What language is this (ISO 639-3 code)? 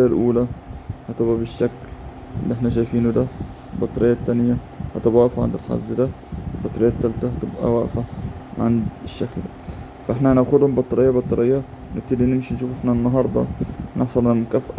arz